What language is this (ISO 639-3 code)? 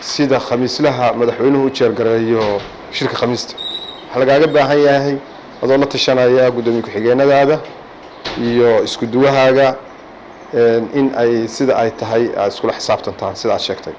som